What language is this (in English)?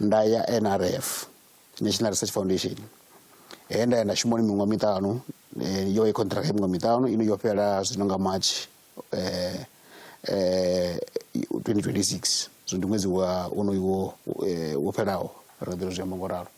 Venda